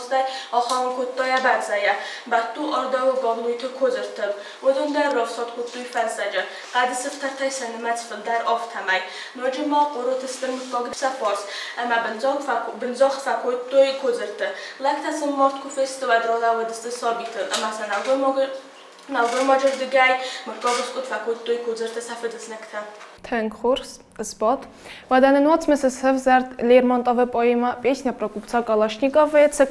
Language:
Ossetic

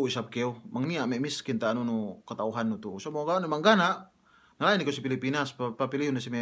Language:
Yakan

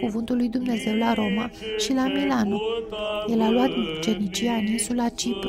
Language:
Romanian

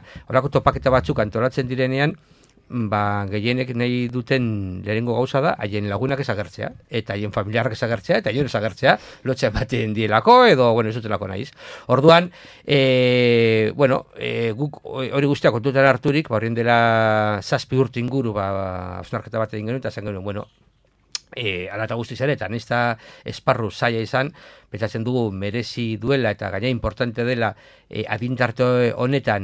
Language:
Basque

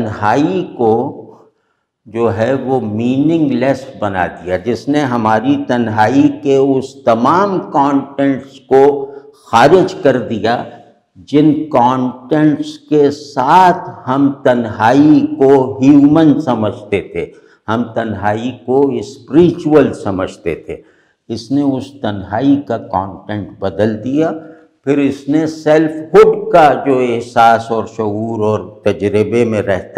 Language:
Urdu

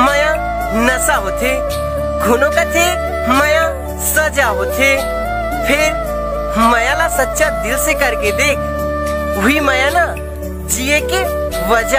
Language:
Chhattisgarhi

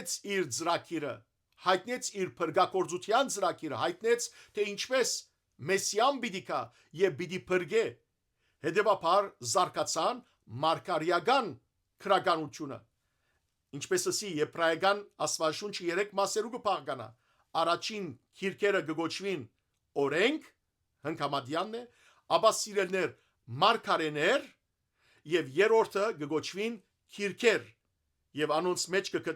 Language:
Western Armenian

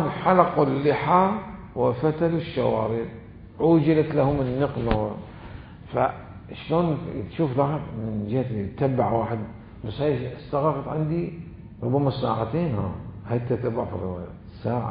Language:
Mesopotamian Arabic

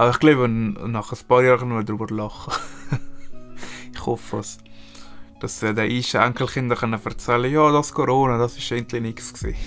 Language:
Swiss German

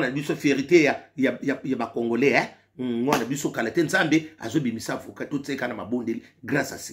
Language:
Lingala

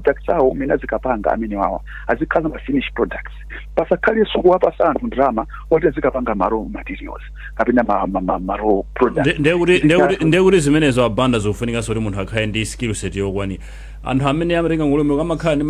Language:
Nyanja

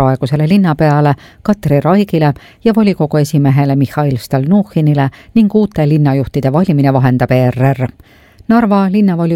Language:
Estonian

